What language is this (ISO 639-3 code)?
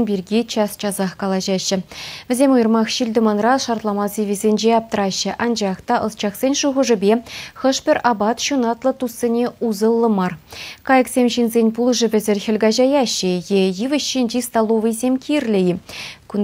chv